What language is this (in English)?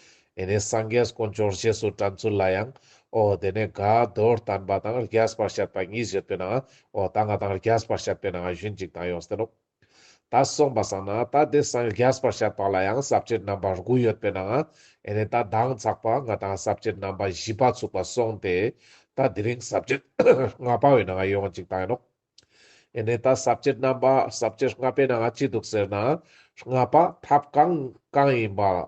Ladakhi